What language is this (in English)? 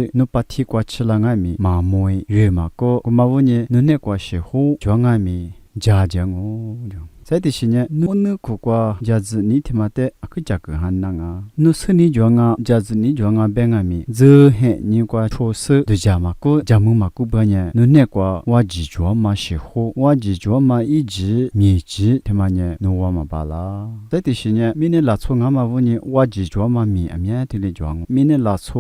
Lisu